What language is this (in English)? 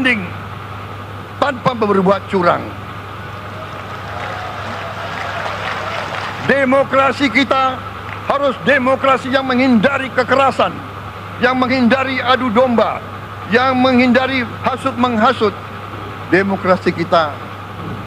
Indonesian